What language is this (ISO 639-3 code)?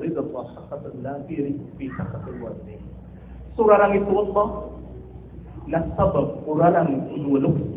mrw